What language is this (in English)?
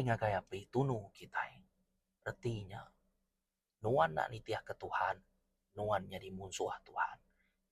Iban